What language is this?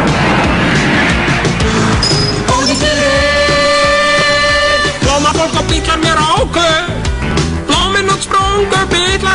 Icelandic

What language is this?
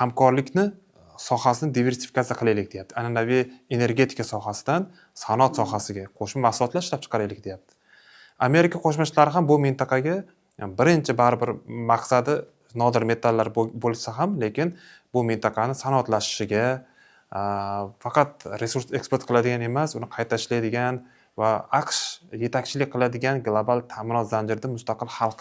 Uzbek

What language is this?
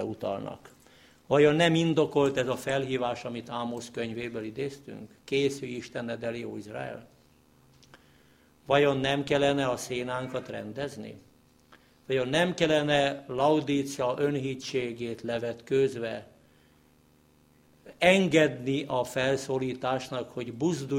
Hungarian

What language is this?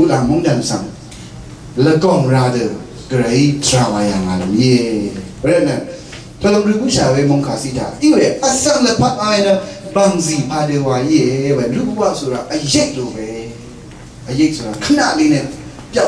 Rawang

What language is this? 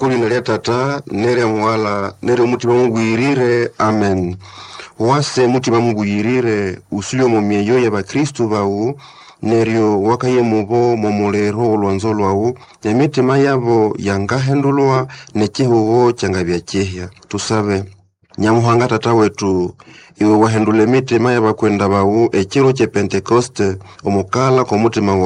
Nande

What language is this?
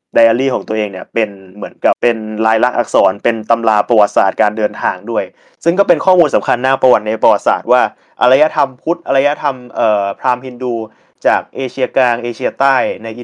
Thai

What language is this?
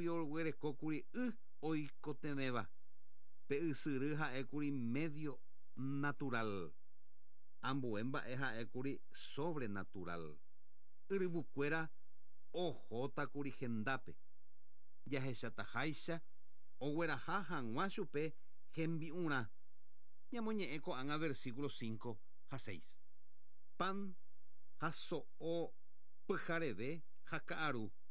Guarani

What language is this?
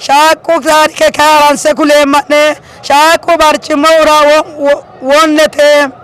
Sidamo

